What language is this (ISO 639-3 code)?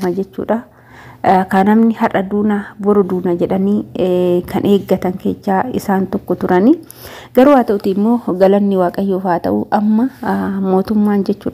orm